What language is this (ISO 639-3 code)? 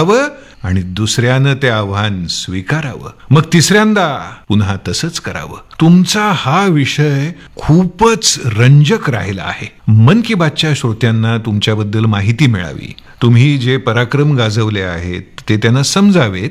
mar